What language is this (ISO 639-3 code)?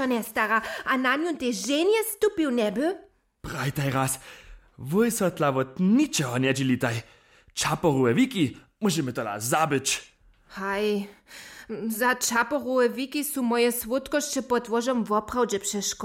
hsb